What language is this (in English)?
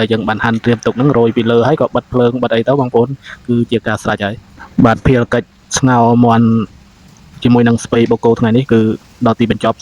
Khmer